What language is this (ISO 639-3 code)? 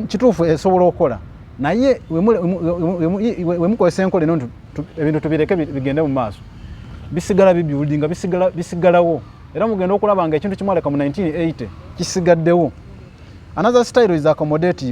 lug